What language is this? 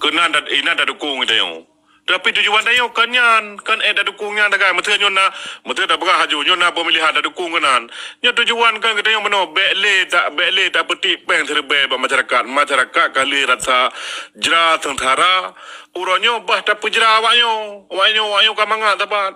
Achinese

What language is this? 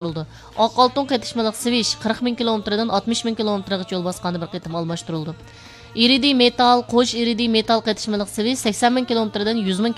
Uyghur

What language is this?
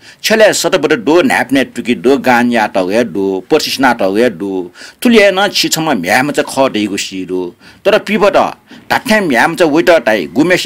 Newari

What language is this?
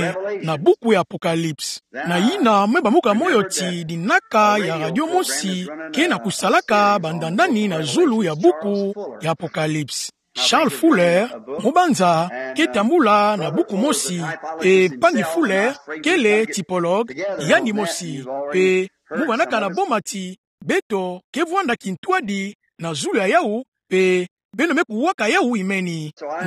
Kituba (Democratic Republic of Congo)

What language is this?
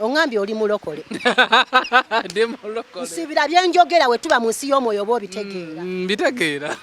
Ganda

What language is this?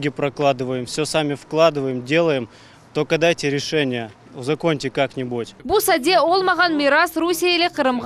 Crimean Tatar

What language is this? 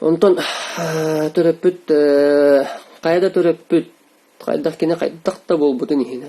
Yakut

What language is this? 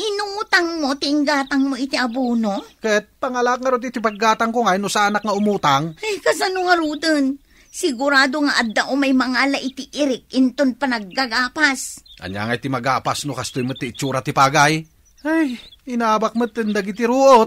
Iloko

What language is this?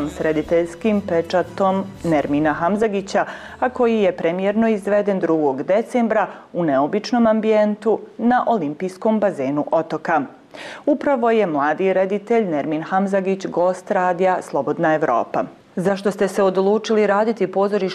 Bosnian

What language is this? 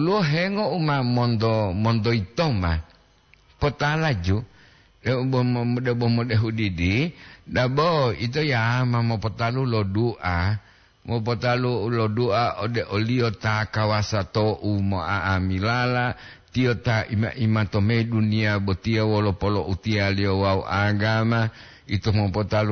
Gorontalo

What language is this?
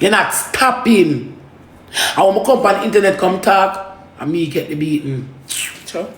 Jamaican Creole English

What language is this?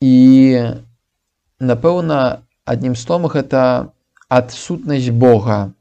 Belarusian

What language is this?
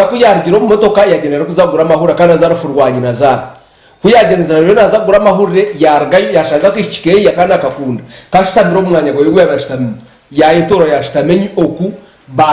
Nyankole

